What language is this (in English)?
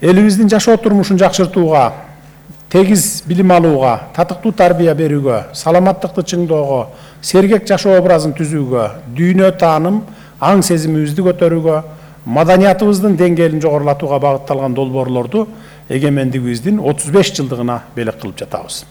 Kyrgyz